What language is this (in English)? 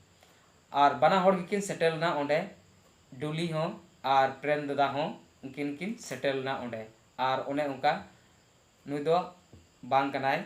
Santali